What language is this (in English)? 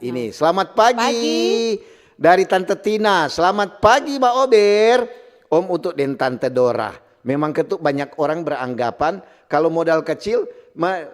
Manado Malay